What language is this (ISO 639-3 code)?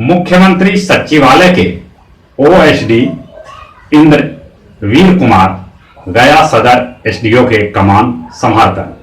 mag